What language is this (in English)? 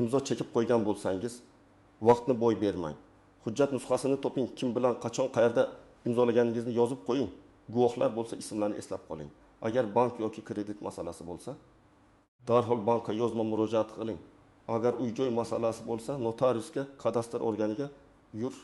Uzbek